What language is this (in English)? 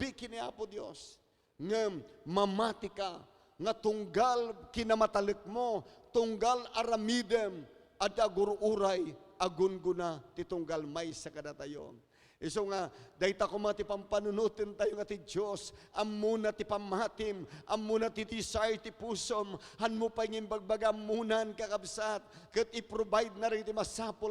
Iloko